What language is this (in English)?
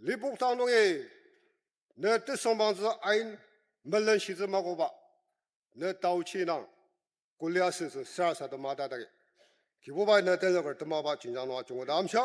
Ao Naga